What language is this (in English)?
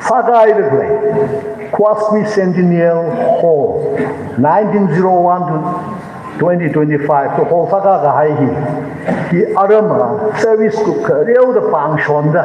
Tangkhul Naga (India)